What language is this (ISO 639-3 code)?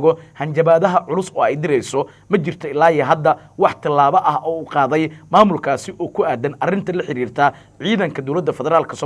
som